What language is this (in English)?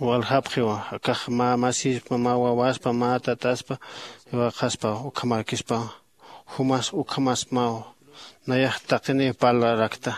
Aymara